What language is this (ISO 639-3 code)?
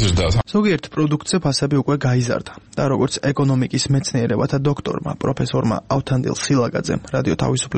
kat